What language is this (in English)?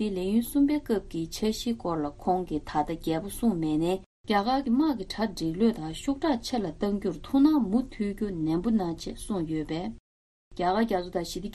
Tibetan